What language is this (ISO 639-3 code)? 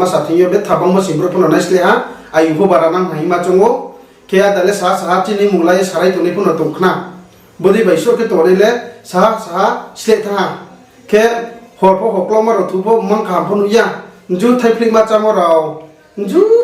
ria